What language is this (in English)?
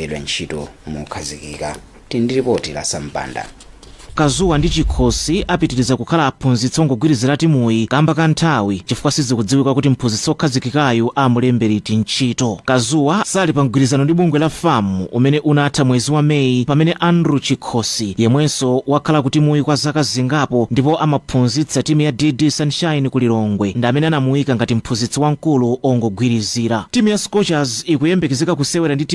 Nyanja